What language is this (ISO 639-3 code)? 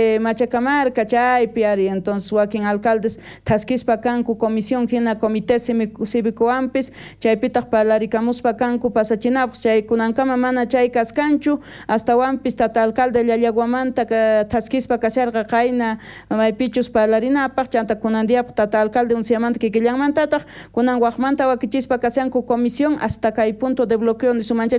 quh